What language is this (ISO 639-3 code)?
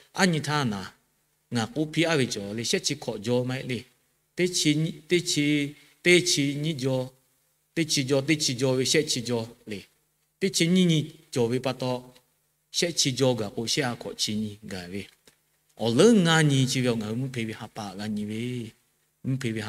lhu